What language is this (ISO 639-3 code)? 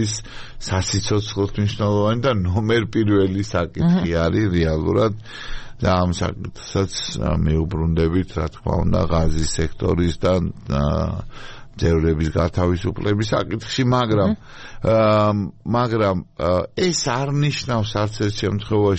kat